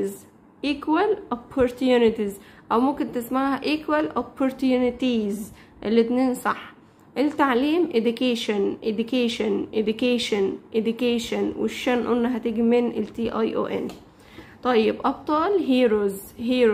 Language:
Egyptian Arabic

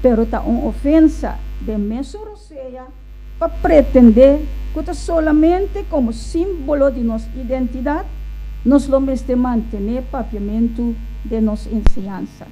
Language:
Papiamento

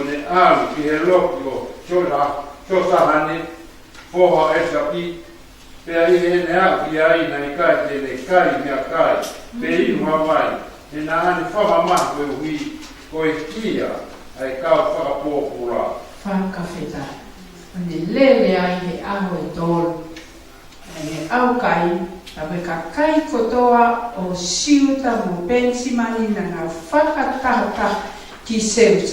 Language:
Tongan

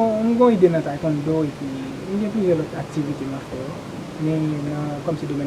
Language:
Haitian Creole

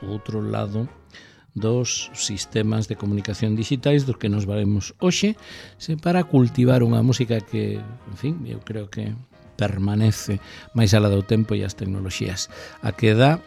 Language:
Galician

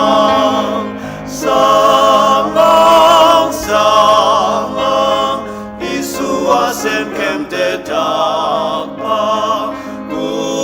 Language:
Ao Naga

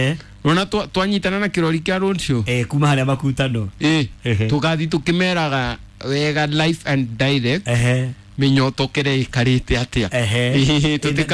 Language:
Kikuyu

